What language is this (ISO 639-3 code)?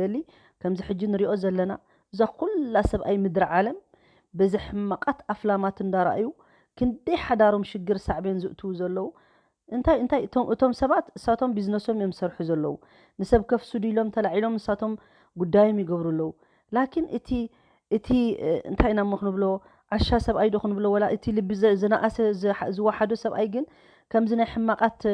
tir